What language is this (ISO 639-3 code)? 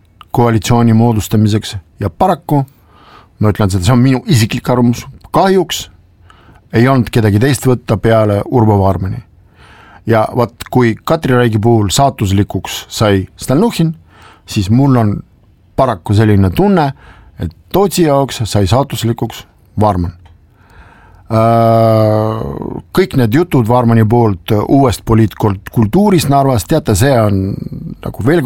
est